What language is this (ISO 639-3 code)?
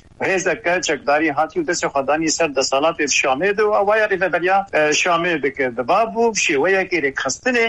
kur